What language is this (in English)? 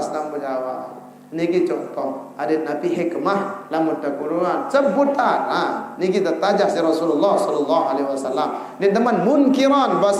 Sasak